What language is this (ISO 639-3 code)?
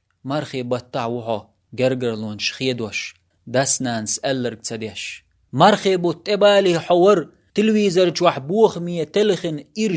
che